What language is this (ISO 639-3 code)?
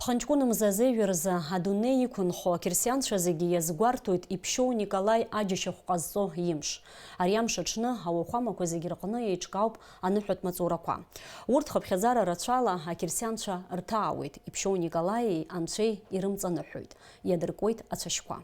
abk